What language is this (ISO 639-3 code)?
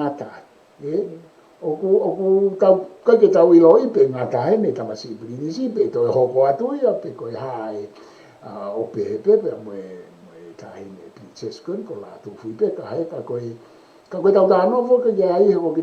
ton